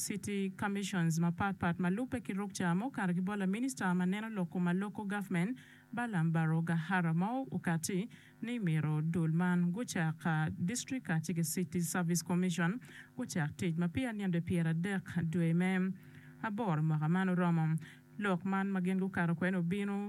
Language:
Acoli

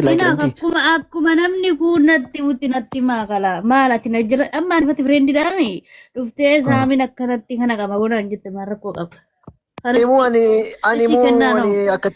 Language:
Oromo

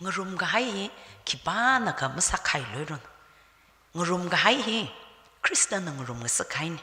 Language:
Tangkhul Naga (India)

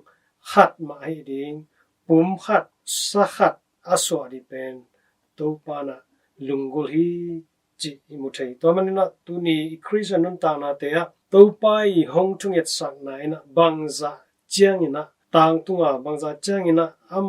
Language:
Tedim Chin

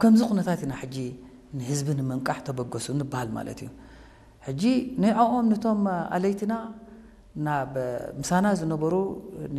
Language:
Tigrinya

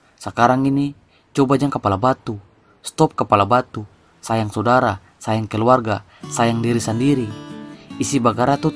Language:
Ambonese Malay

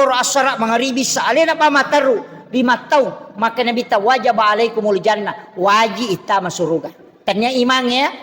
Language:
Buginese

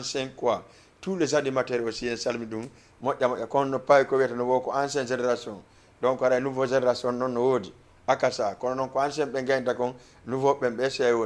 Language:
Fula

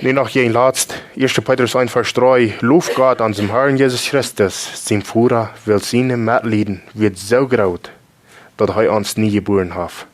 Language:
Plautdietsch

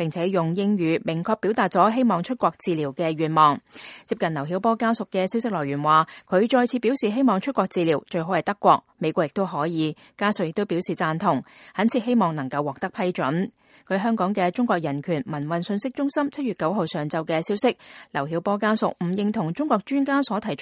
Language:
Cantonese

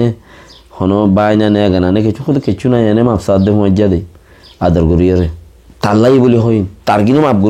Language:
Rohingya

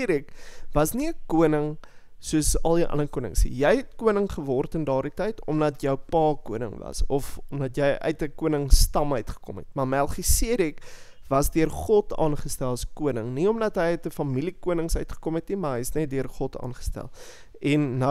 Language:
Afrikaans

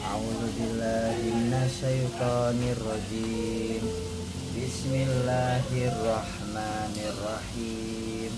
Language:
Betawi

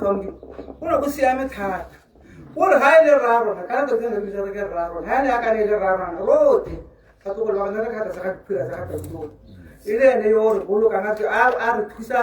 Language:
Tswana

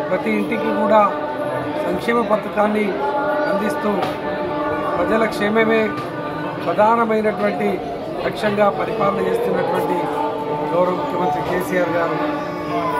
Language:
Telugu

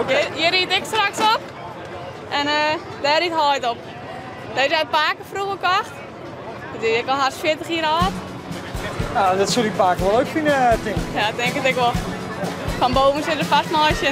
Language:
Western Frisian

